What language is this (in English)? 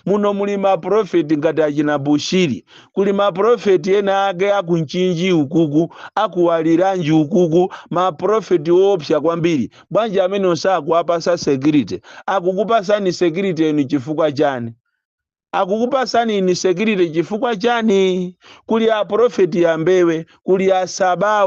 Nyanja